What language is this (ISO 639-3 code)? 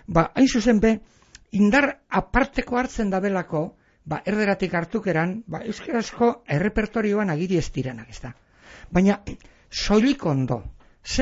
eus